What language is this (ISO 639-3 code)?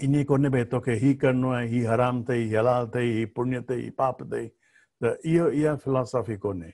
snd